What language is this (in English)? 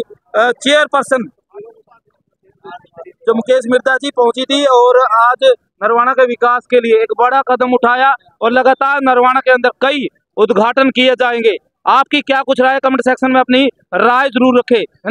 Hindi